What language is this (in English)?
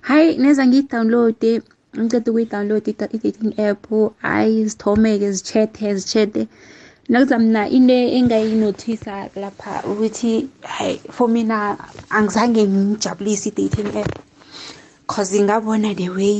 South Ndebele